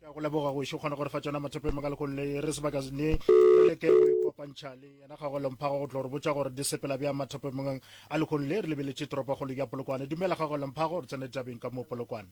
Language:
Northern Sotho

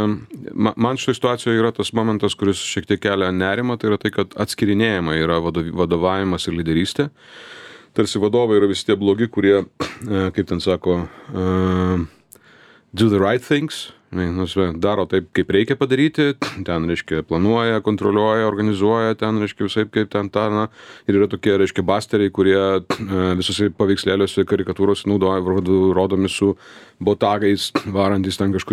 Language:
Lithuanian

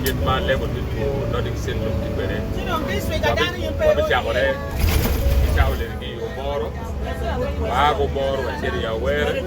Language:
Acoli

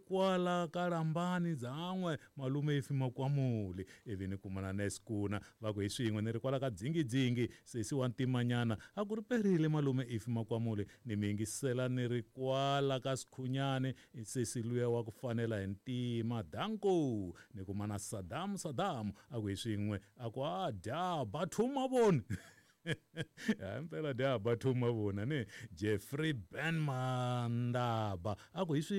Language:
Tsonga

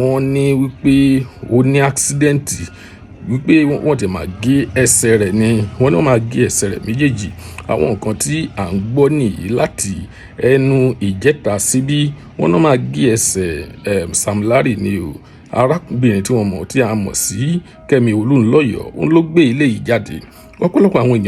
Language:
Yoruba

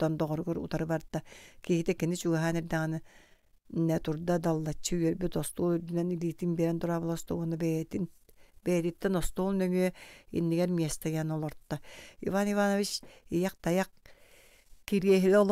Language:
Yakut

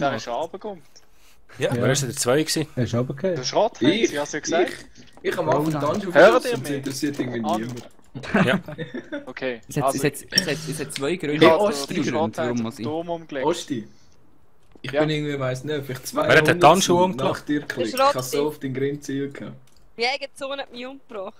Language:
Swiss German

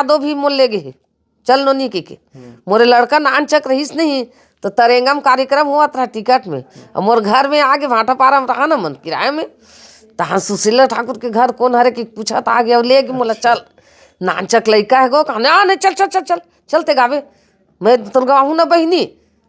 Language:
Chhattisgarhi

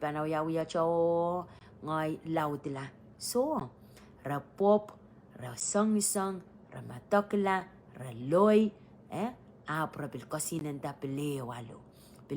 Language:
Pohnpeian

